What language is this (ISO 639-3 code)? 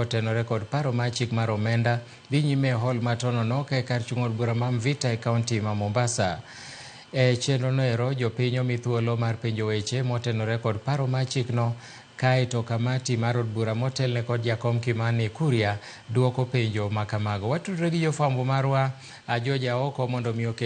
luo